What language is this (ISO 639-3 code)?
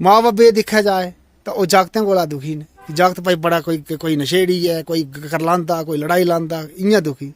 doi